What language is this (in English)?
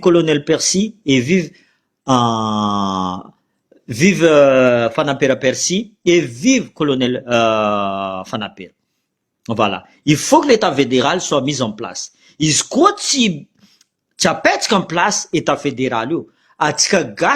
Malagasy